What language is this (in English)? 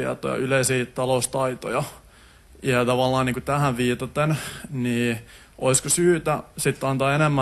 Finnish